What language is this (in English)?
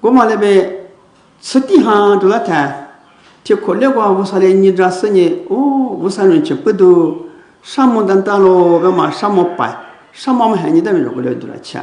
Lisu